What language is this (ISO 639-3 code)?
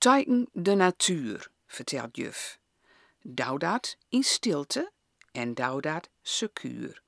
gos